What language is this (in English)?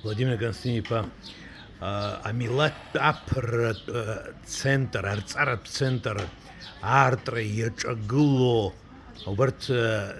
Abkhazian